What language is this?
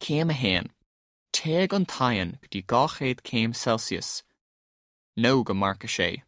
Irish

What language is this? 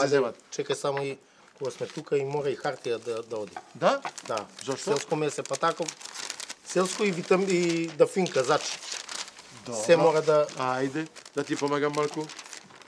Macedonian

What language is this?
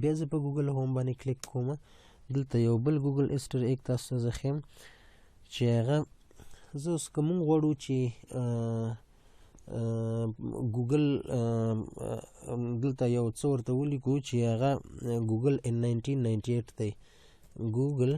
Pashto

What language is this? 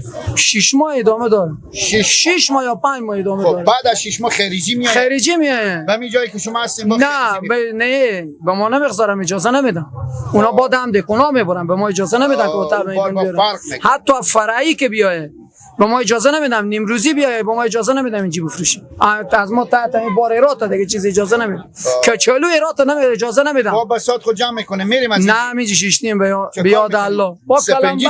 Persian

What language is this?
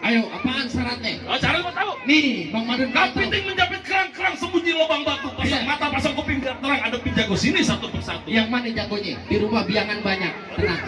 Betawi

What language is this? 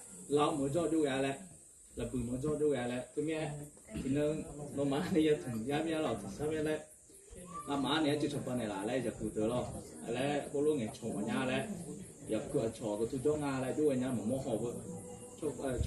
Akha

